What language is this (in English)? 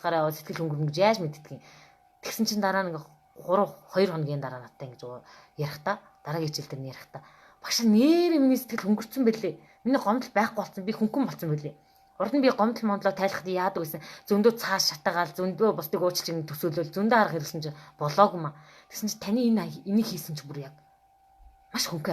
Mongolian